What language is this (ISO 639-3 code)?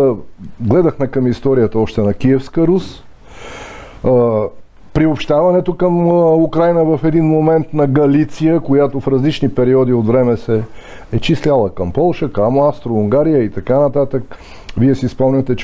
bul